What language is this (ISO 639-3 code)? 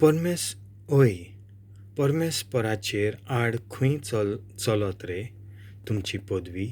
kok